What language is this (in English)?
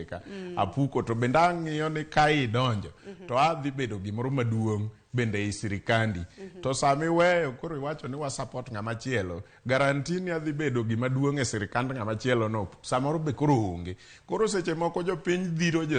Luo (Kenya and Tanzania)